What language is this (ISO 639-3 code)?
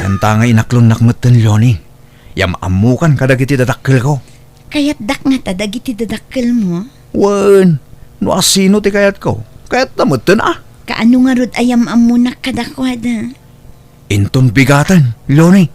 ilo